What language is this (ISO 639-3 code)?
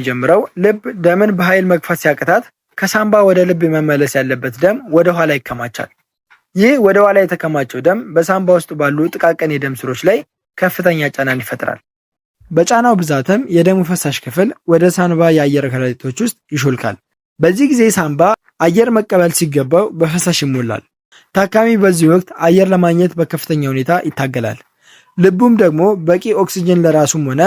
amh